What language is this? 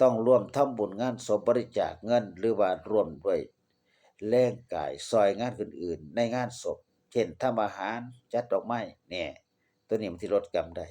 Northeastern Thai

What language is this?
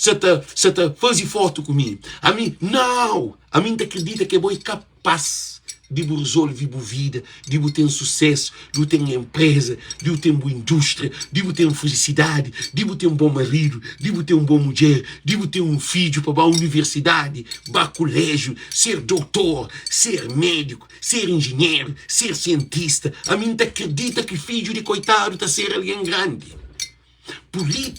Kabuverdianu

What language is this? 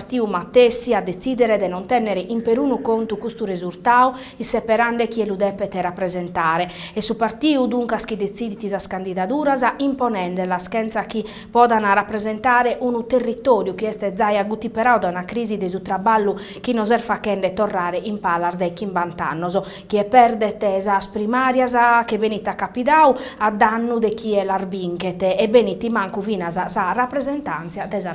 Sardinian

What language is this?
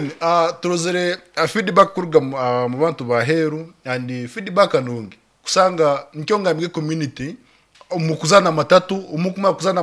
Nyankole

